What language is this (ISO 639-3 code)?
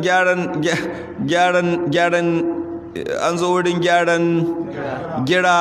hau